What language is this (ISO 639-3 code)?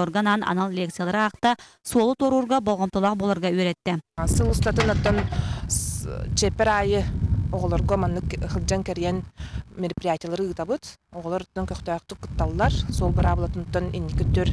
sah